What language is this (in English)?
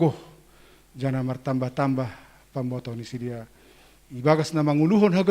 Batak Simalungun